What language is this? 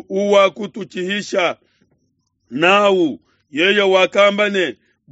Luba-Lulua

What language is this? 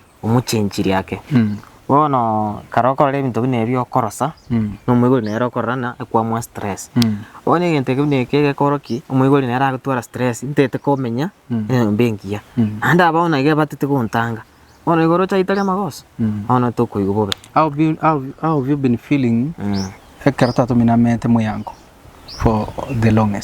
Gusii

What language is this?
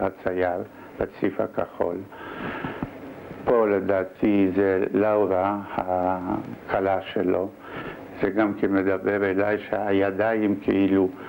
Hebrew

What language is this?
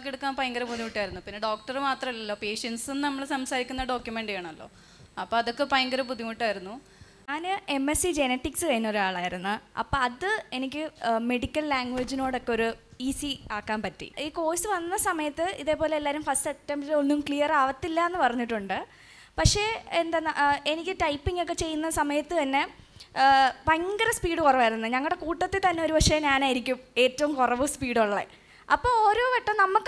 Malayalam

